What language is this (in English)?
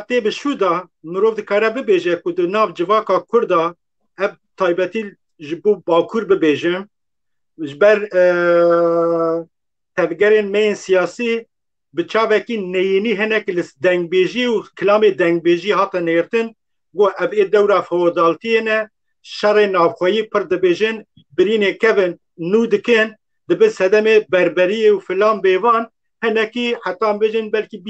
Kurdish